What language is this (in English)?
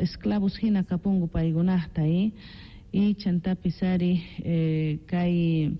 Quechua